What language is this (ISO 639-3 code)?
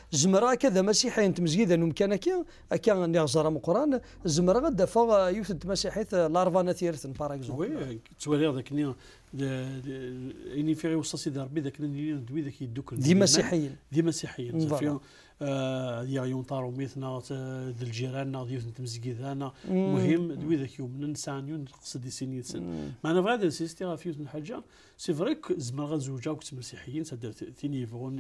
kab